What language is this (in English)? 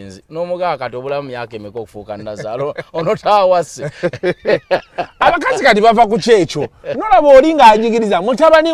Ganda